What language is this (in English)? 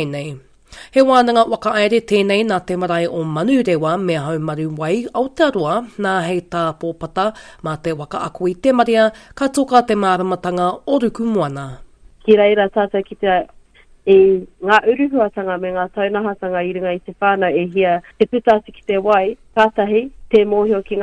Māori